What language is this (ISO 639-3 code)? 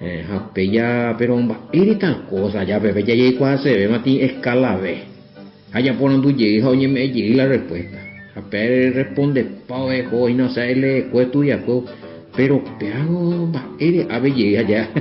grn